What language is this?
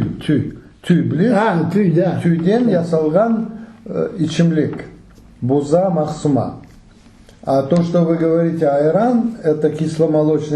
Crimean Tatar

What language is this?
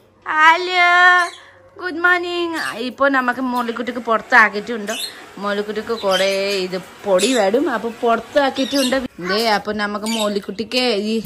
Malayalam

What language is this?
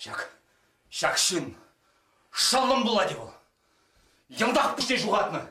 Chuvash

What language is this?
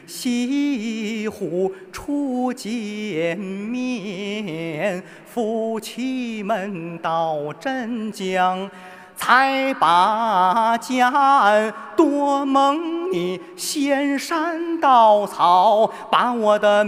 Chinese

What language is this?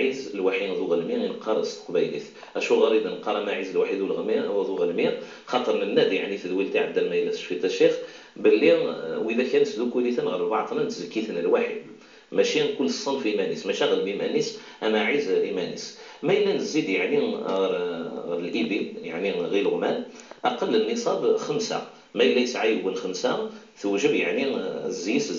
Kabyle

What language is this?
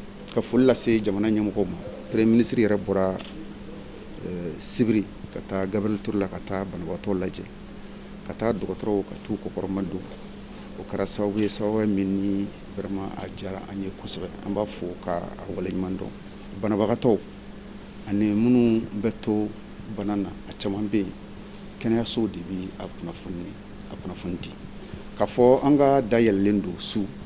Bambara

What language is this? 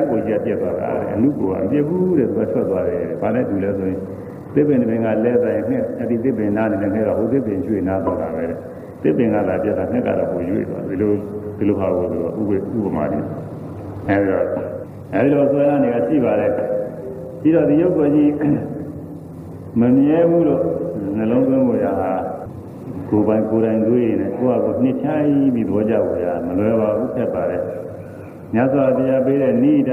Burmese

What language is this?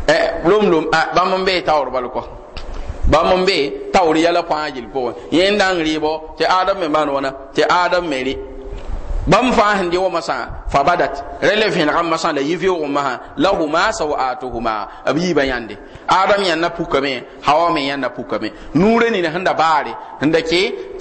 Mossi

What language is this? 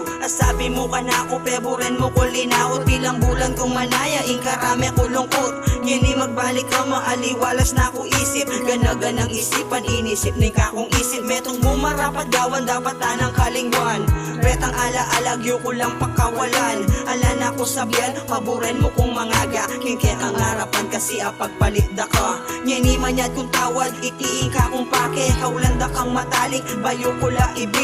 Pampanga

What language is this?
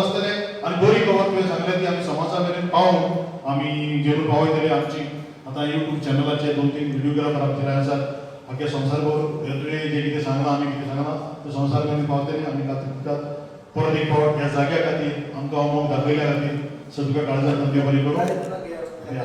Konkani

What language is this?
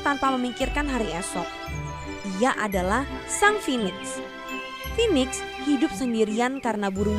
Indonesian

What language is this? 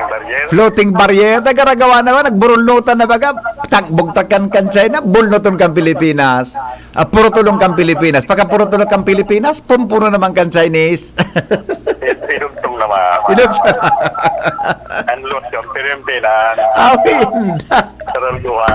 Bikol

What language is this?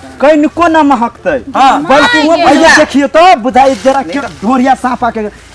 Maithili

